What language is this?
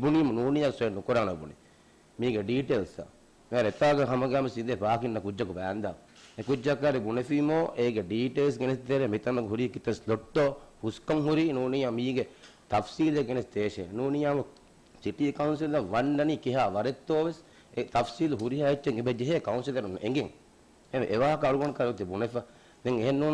Divehi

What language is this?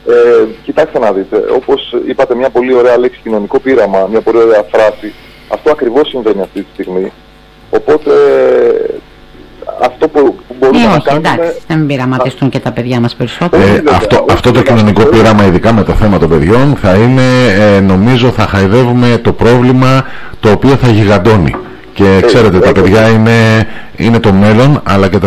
Greek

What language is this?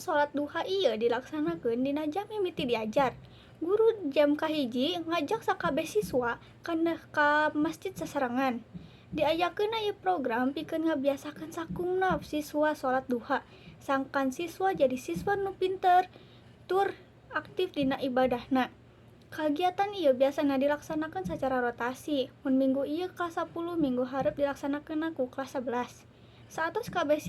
Sundanese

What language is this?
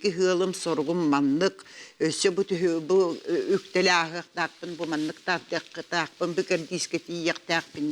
Yakut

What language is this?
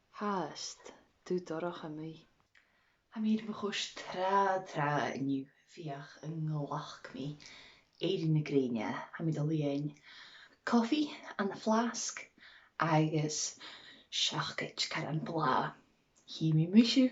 Scottish Gaelic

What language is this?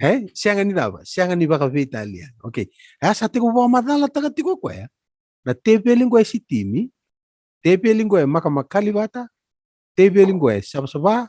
Fijian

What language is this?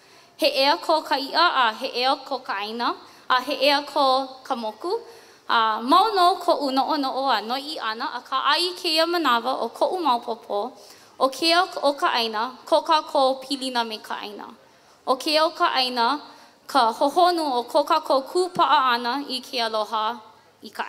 Hawaiian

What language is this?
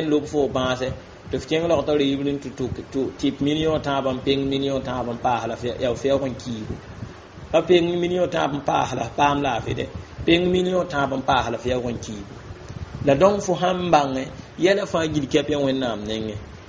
Mossi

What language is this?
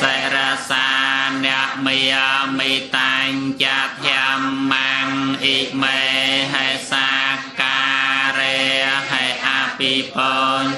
Khmer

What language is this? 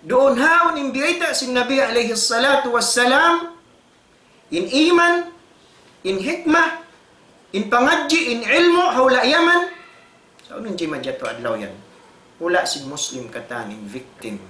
Tausug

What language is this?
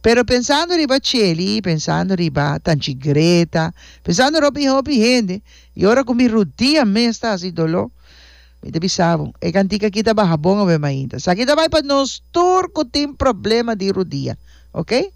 Papiamento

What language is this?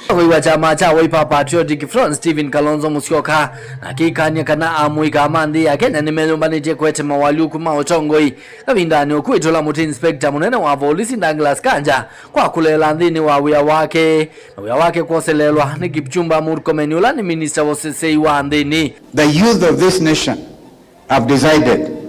Kamba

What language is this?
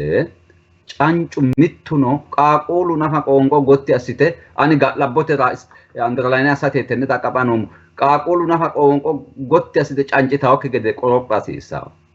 Sidamo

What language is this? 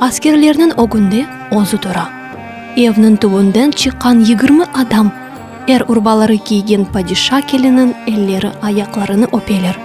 Crimean Tatar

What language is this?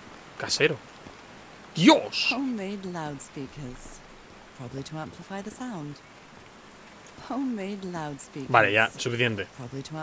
Spanish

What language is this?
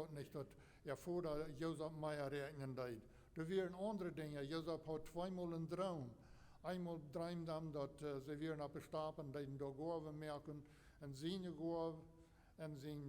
Plautdietsch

